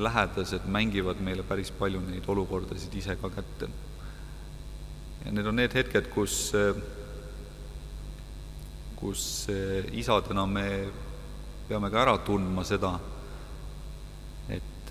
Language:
Estonian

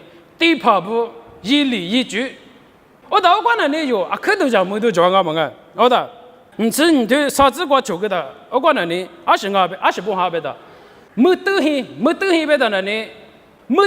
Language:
Lisu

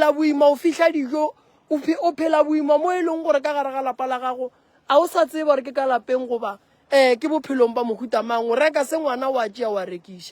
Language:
Northern Sotho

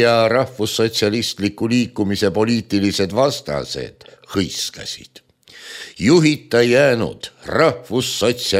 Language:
Estonian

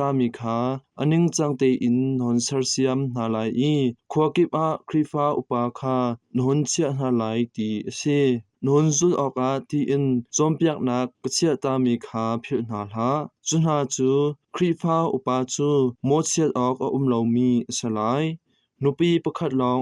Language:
Hakha Chin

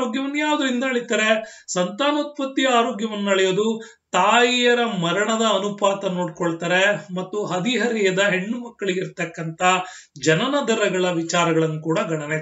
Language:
Kannada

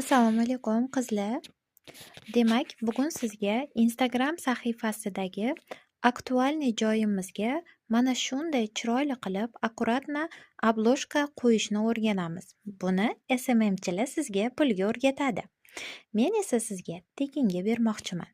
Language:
Uzbek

